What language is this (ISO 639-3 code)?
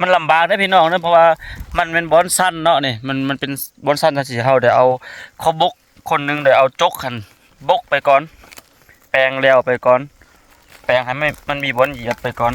lao